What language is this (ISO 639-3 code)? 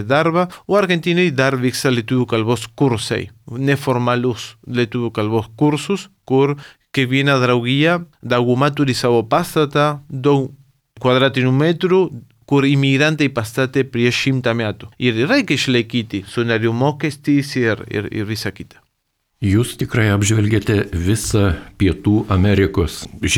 lit